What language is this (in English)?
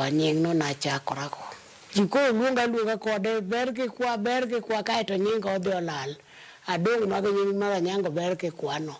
Luo (Kenya and Tanzania)